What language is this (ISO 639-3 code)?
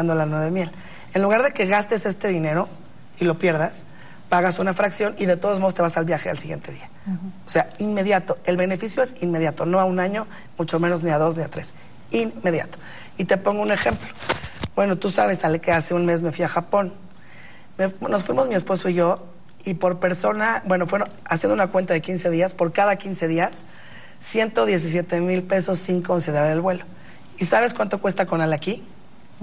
spa